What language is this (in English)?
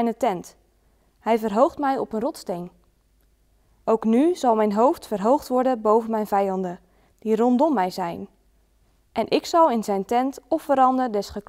Dutch